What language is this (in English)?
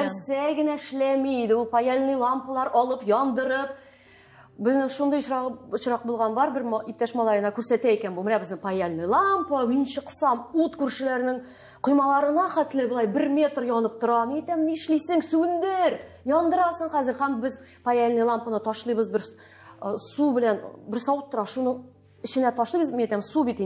Tatar